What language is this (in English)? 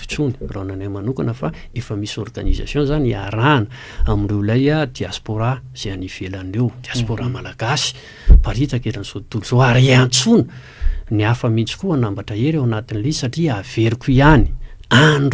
Malagasy